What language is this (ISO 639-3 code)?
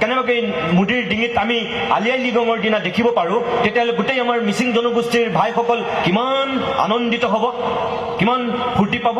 asm